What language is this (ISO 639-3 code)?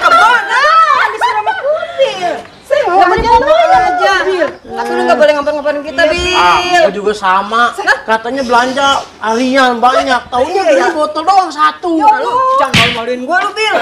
bew